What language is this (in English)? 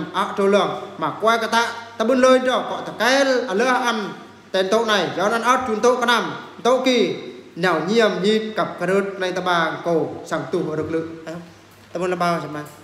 Eastern Bru